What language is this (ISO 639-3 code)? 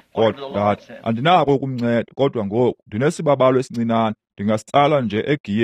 xho